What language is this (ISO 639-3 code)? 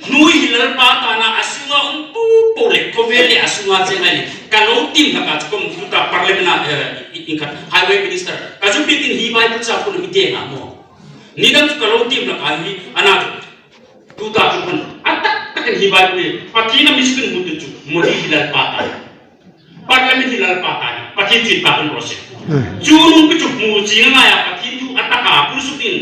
hmr